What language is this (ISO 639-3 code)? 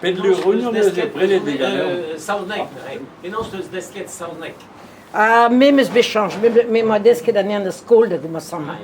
bre